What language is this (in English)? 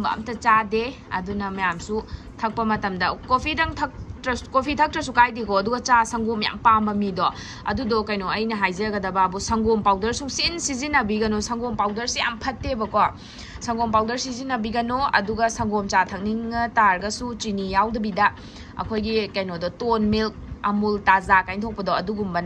Manipuri